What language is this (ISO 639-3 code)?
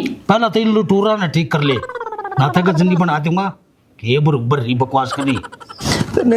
bgc